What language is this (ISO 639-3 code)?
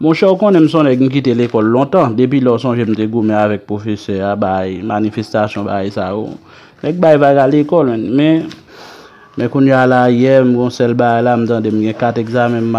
hat